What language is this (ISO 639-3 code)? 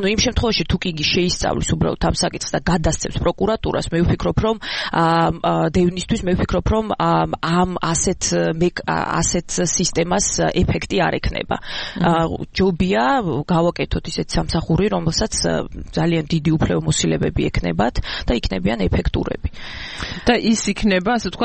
kat